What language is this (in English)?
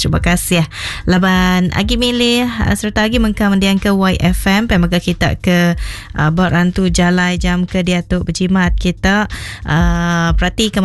Iban